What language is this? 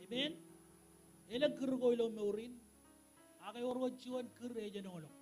Marshallese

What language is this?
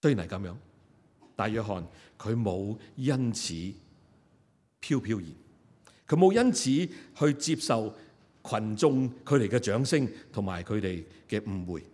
Cantonese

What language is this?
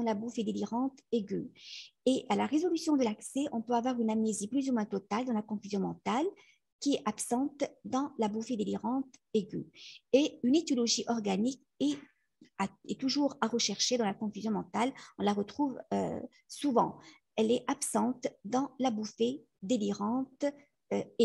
French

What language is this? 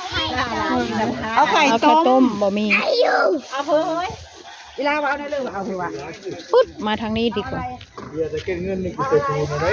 Northeastern Thai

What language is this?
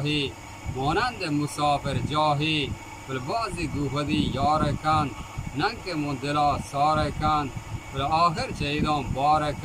Eastern Balochi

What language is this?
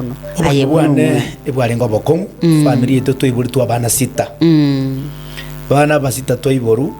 Gusii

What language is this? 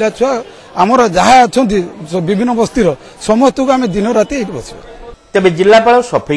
Odia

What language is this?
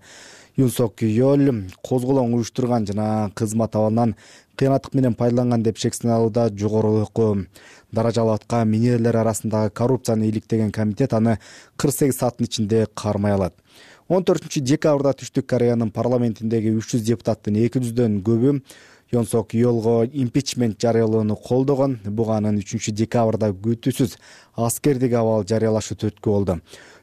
Kyrgyz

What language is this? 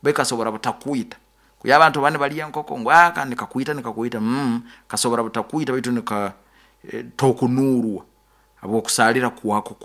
Nyoro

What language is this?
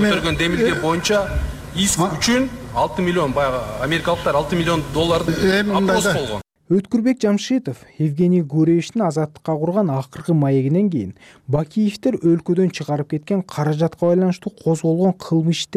Kyrgyz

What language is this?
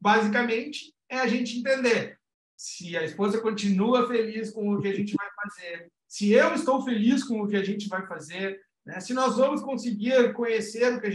Portuguese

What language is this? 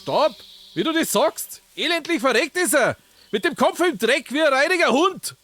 Bavarian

